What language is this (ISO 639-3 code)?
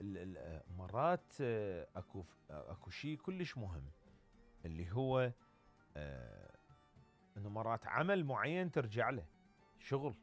acm